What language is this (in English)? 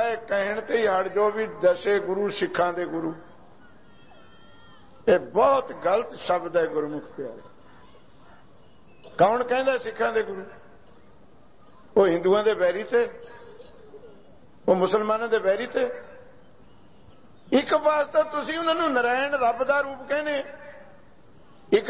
Punjabi